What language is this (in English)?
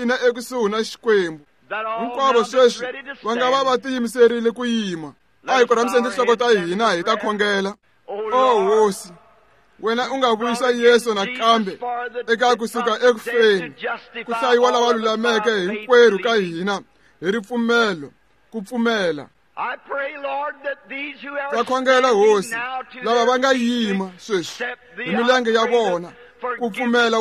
Tsonga